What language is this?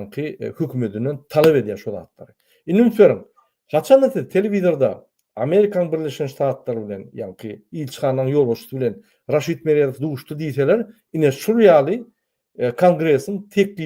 Turkmen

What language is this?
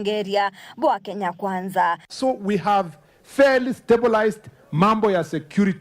Meru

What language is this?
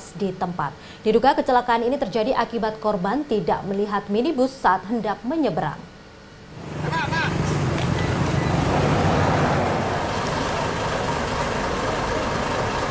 Indonesian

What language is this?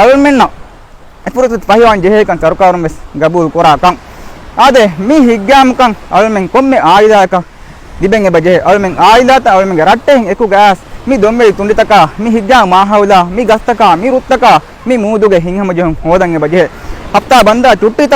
Divehi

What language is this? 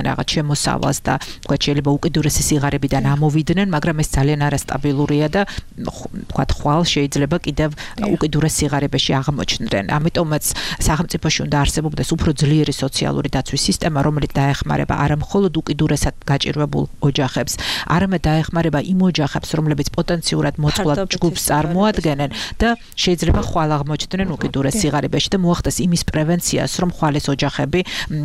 Georgian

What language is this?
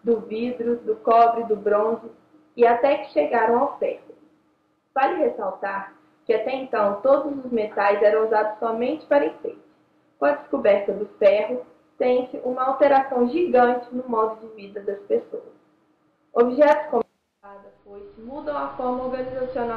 Portuguese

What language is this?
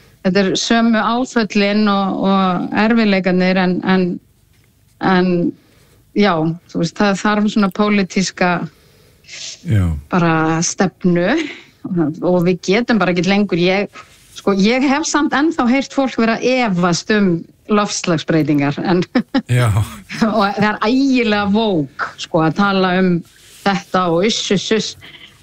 Icelandic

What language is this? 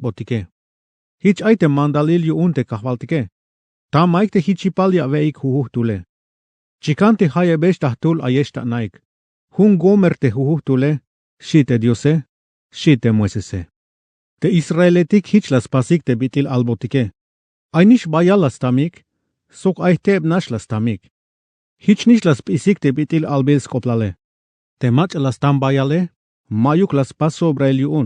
Tzeltal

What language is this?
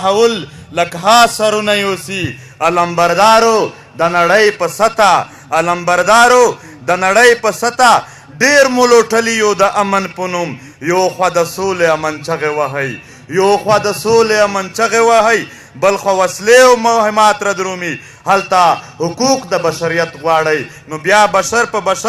Pashto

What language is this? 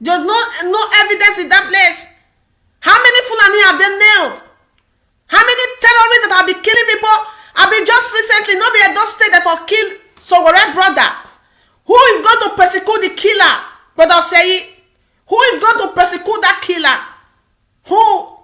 Nigerian Pidgin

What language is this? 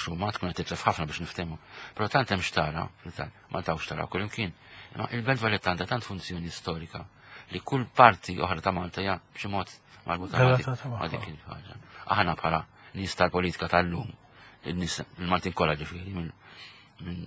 Maltese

